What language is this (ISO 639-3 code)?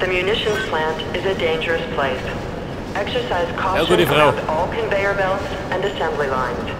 bar